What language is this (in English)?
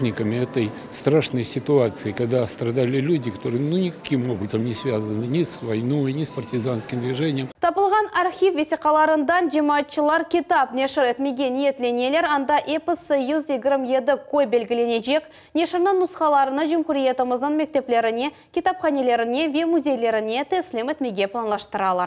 Crimean Tatar